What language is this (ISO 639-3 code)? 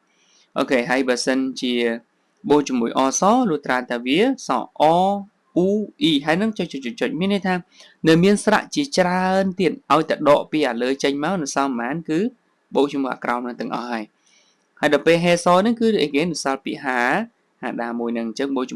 khm